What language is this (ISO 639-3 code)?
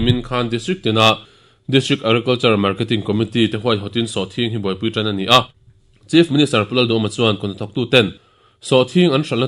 lus